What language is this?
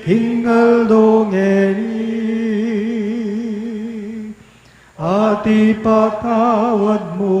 Pampanga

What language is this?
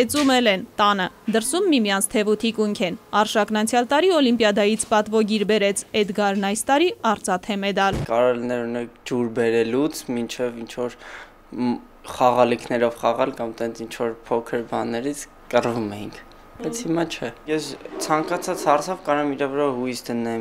Armenian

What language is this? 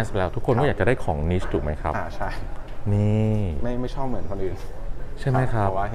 Thai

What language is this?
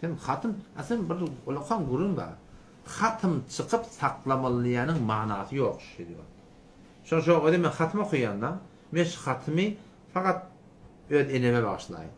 Turkmen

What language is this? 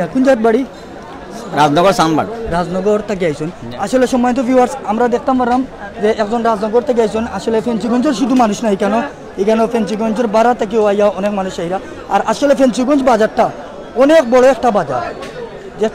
Sylheti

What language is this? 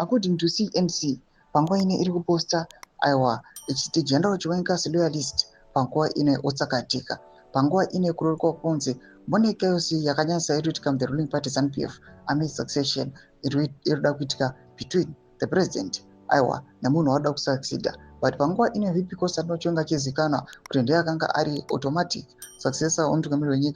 Shona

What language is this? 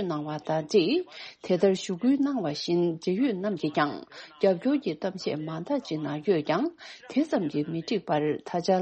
Tibetan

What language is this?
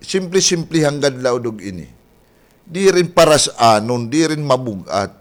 Waray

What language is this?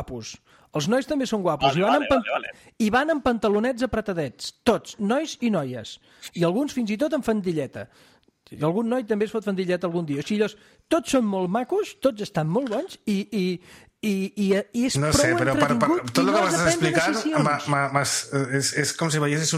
Catalan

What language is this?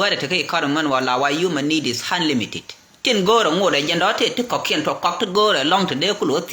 Nuer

